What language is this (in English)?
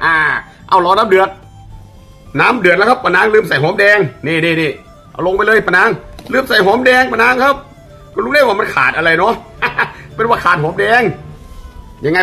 Thai